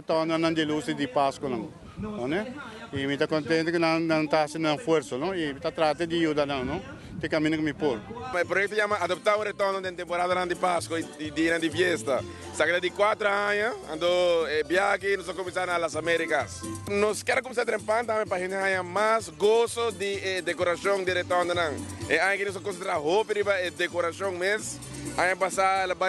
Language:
Papiamento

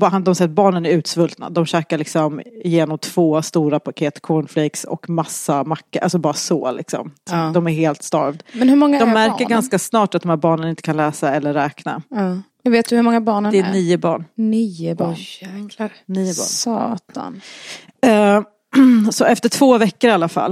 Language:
Swedish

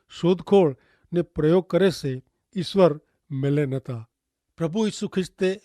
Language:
Kachhi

